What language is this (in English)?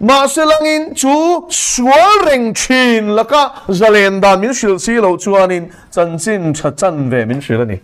Mizo